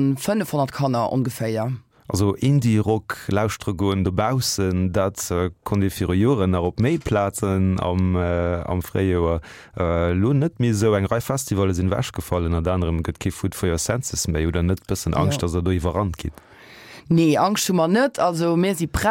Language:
Luxembourgish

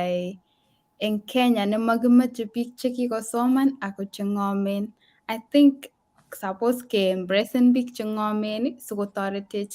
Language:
Kalenjin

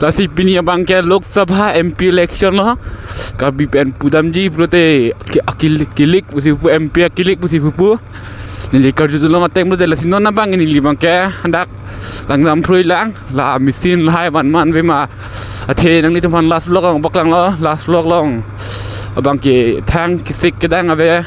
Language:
Karbi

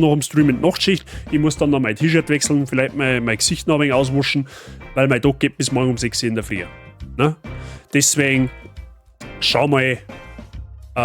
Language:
Bavarian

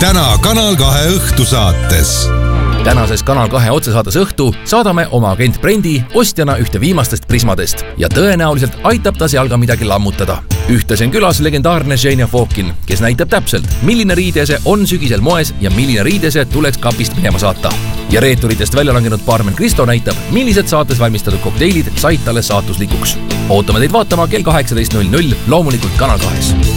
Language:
Estonian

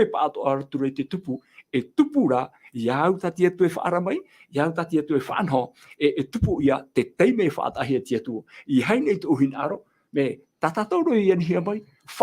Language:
Tahitian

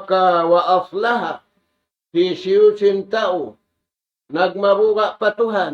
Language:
Tausug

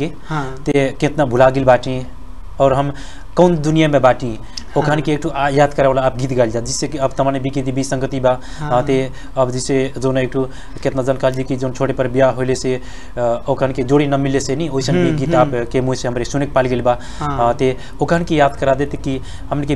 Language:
Bhojpuri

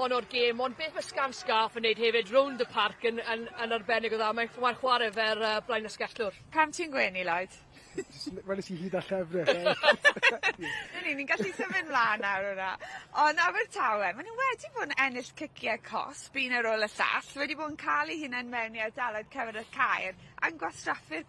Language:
Welsh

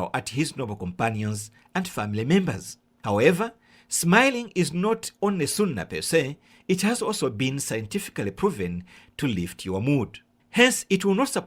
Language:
English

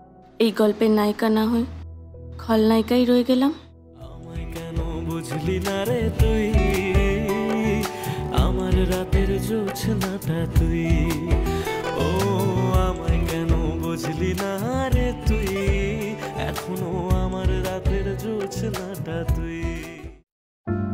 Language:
Bangla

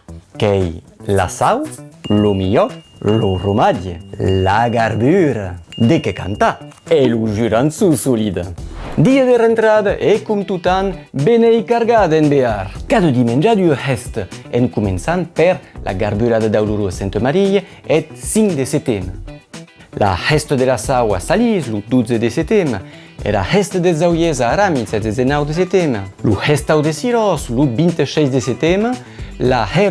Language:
Occitan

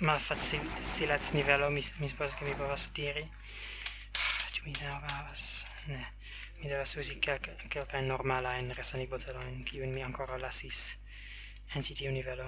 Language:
Esperanto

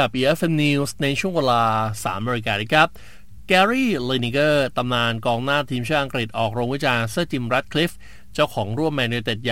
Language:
Thai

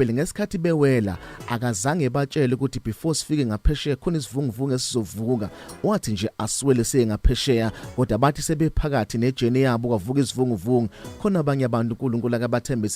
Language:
Zulu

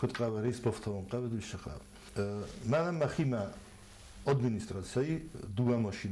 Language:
Ossetic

